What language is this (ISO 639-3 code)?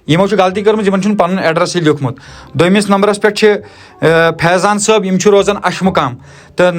kas